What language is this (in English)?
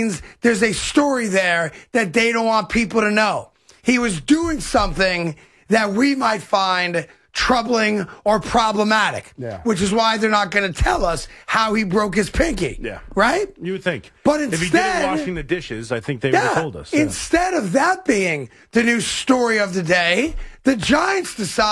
English